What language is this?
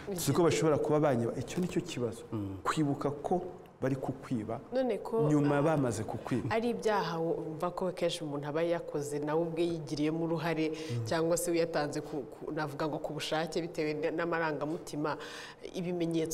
Kinyarwanda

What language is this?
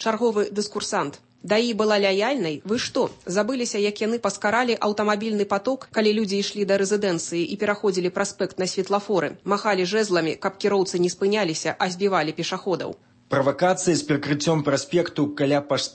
Belarusian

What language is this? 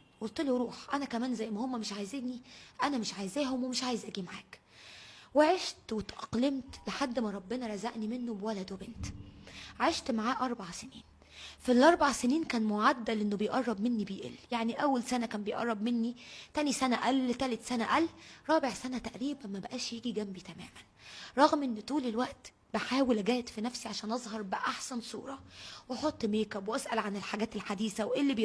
Egyptian Arabic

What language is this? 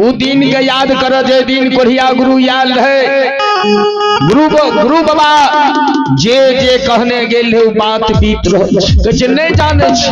Maithili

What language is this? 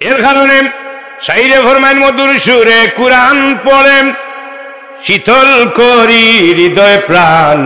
Sylheti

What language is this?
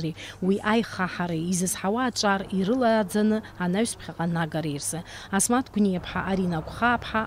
Abkhazian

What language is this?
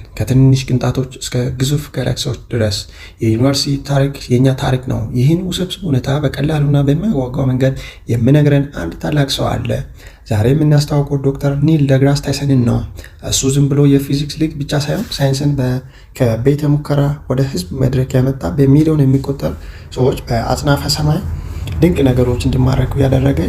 Amharic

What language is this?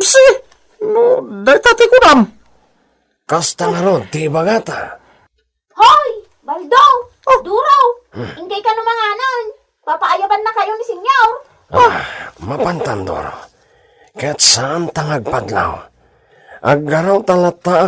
Iloko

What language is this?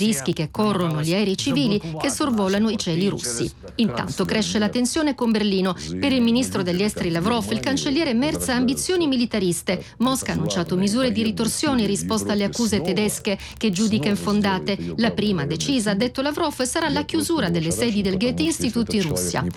Italian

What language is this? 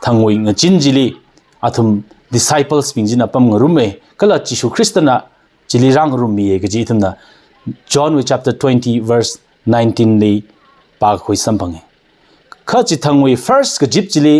Tangkhul Naga (India)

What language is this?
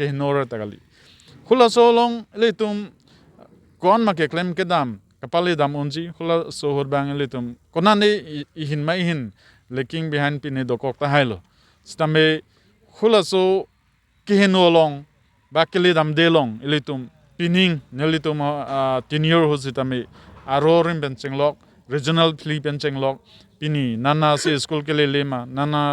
Karbi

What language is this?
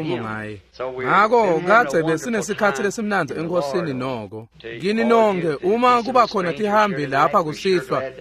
Swati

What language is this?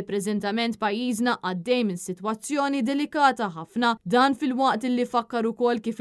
Maltese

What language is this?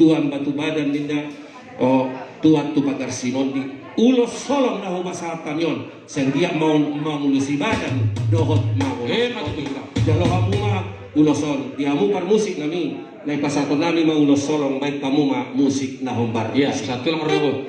Batak Toba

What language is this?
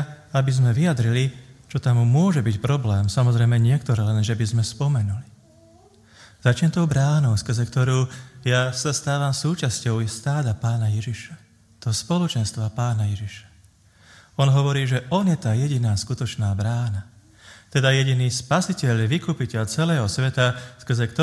Slovak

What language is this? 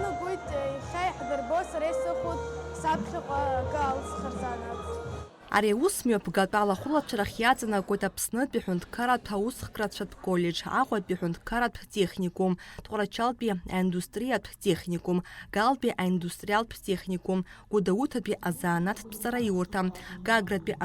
Abkhazian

